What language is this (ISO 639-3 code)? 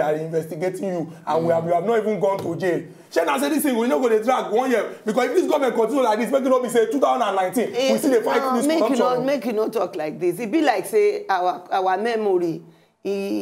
pcm